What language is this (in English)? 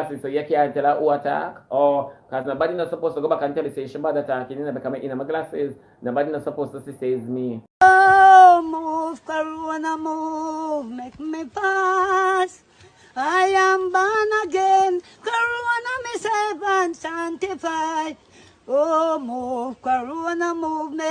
Jamaican Creole English